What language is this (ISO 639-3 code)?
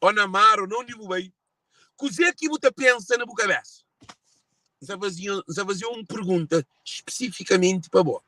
kea